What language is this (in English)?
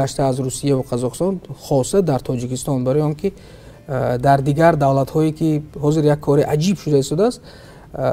Tajik